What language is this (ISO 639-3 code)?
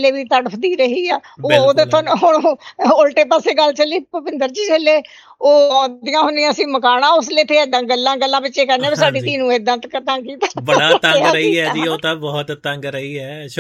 pan